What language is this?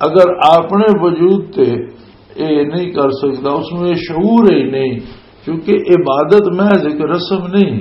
Western Panjabi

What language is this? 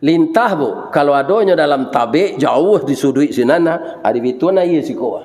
Minangkabau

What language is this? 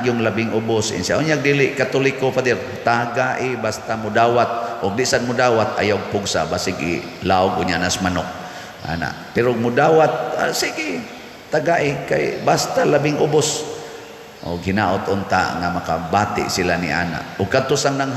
Cebuano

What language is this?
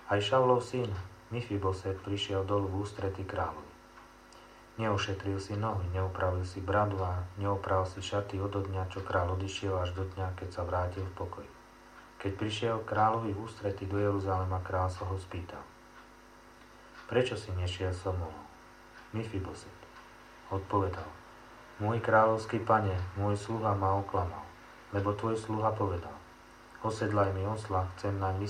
Slovak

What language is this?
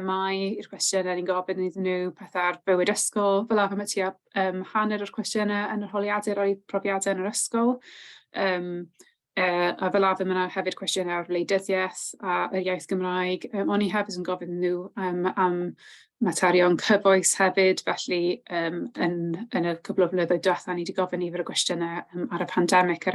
Welsh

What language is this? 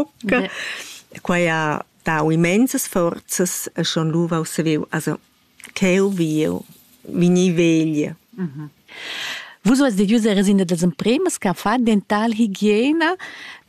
Romansh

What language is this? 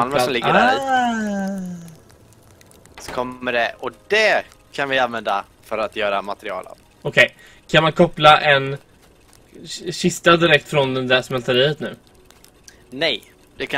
Swedish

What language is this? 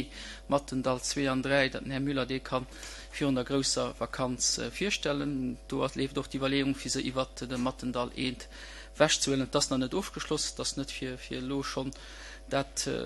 Luxembourgish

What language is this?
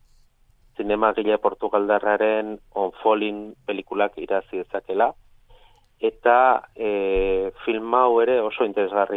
Basque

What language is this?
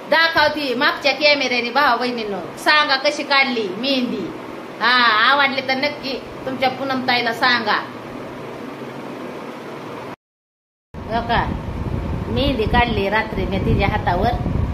Marathi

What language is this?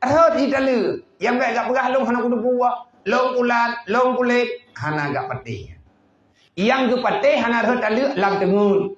Achinese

